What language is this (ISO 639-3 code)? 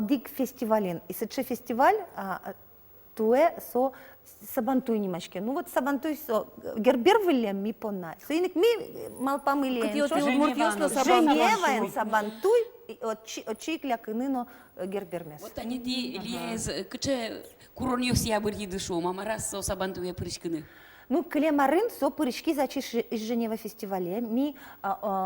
udm